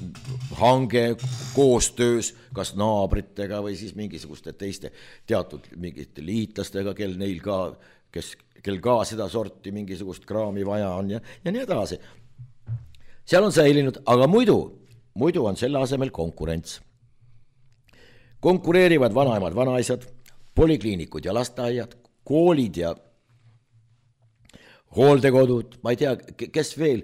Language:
Estonian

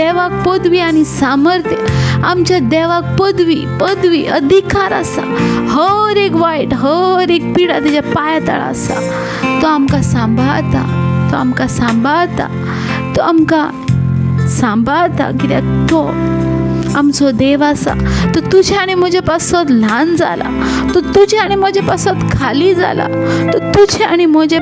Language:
Konkani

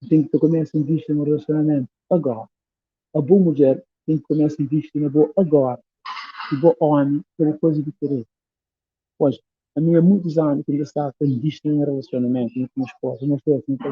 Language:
Kabuverdianu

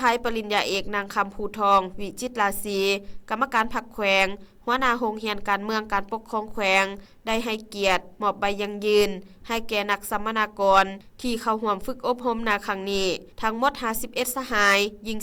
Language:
Lao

